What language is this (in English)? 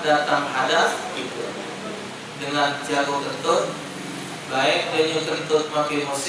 Musi